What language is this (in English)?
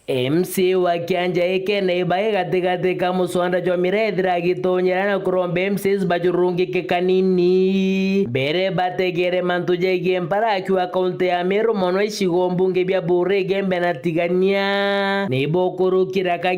Meru